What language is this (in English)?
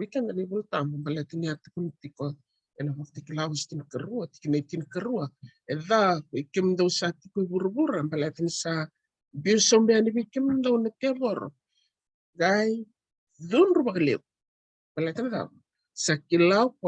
Fijian